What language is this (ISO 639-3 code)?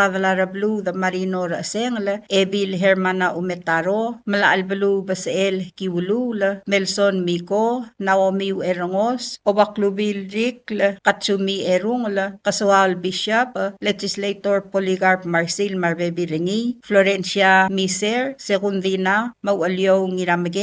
pau